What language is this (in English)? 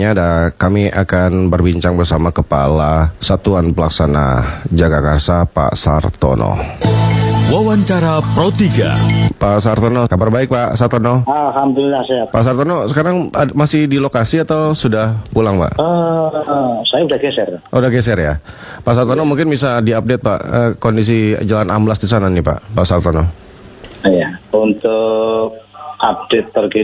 Indonesian